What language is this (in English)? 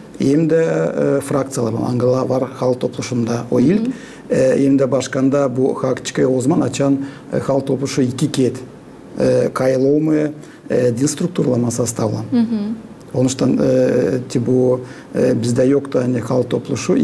Gagauz